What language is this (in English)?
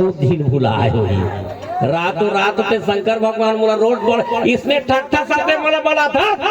Chhattisgarhi